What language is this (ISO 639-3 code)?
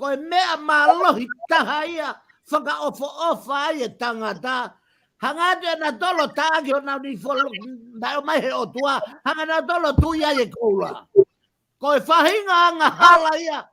ton